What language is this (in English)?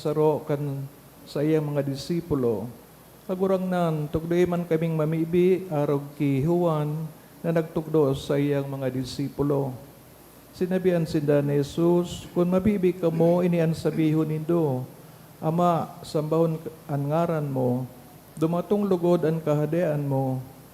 Bikol